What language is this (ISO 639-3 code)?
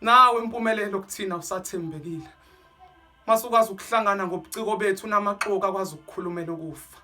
zul